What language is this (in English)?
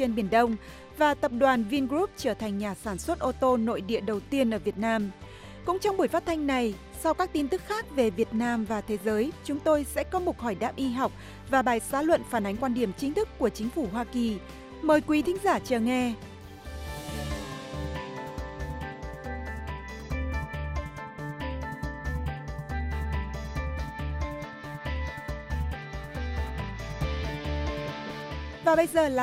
Vietnamese